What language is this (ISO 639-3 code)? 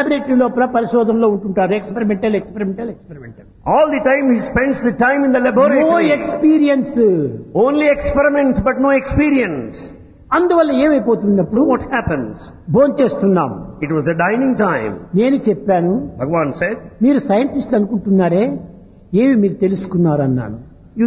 tel